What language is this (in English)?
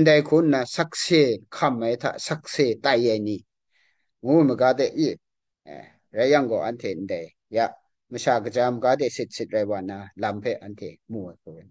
Kachin